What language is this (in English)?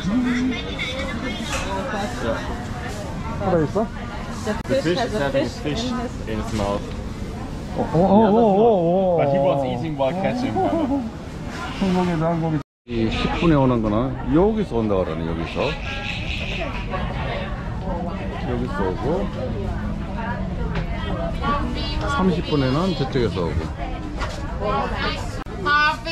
Korean